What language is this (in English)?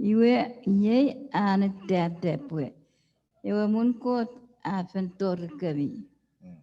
Chuukese